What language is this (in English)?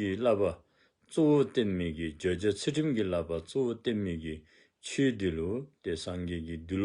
Dzongkha